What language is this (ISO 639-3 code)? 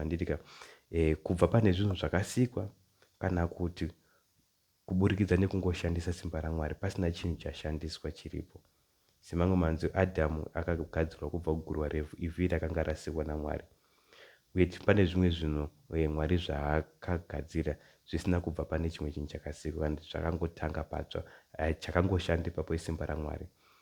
sna